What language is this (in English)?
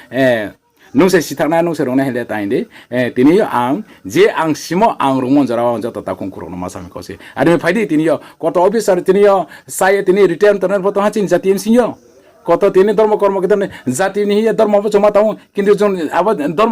Riang (India)